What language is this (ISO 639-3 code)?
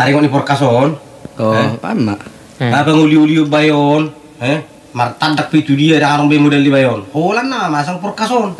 bbc